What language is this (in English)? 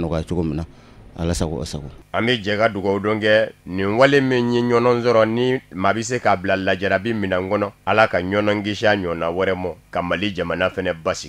Bambara